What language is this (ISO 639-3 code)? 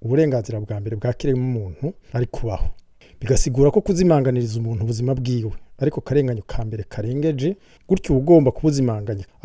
run